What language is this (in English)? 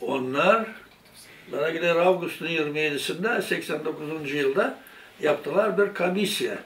Gagauz